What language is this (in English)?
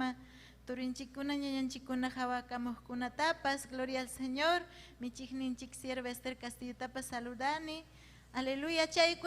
Ayacucho Quechua